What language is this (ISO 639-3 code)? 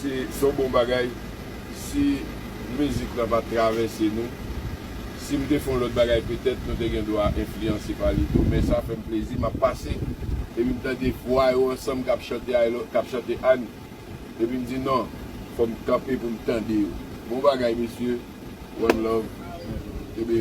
hat